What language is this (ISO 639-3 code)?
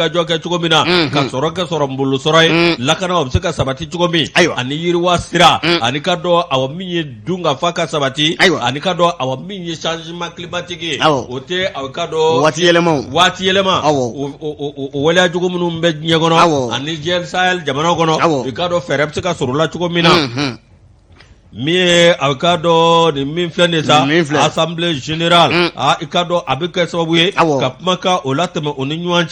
bam